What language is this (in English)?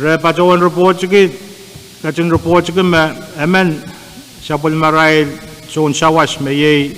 Pohnpeian